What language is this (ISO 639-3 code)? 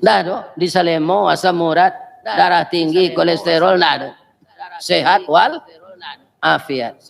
min